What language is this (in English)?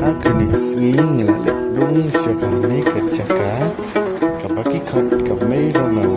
Khasi